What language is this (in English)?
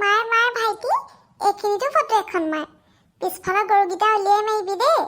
Assamese